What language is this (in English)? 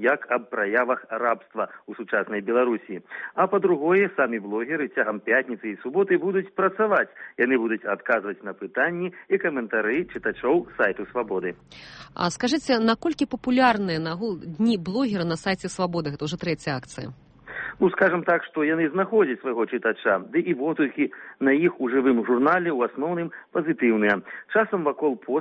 Belarusian